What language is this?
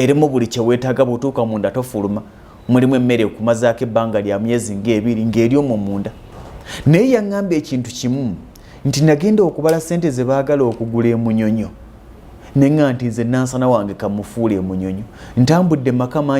Ganda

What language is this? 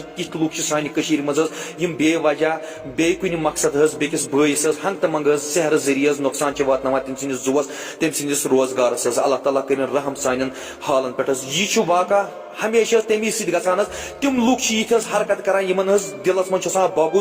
Kashmiri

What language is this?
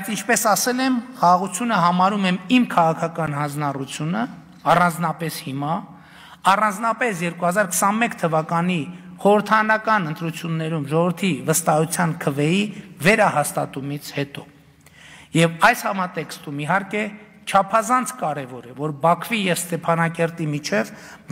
Armenian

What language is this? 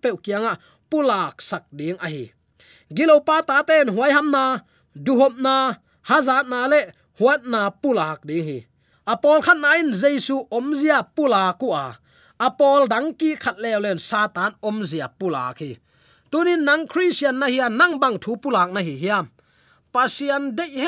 Tedim Chin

